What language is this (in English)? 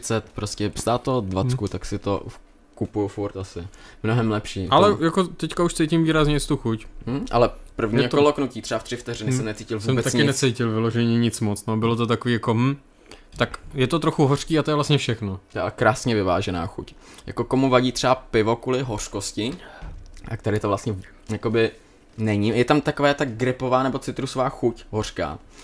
Czech